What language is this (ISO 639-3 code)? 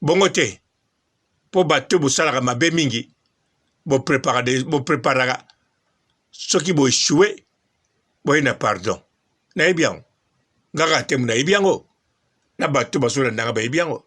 lin